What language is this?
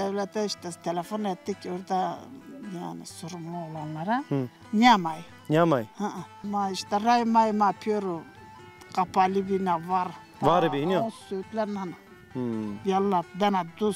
Zaza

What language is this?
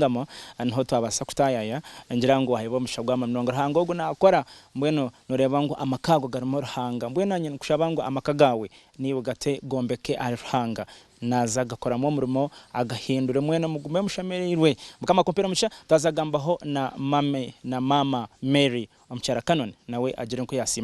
Nyankole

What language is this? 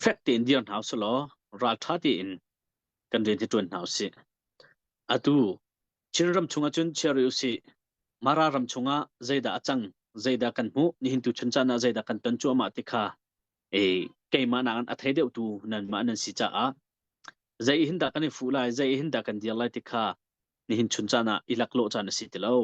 Hakha Chin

